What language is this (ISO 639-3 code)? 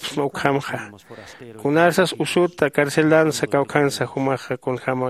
aym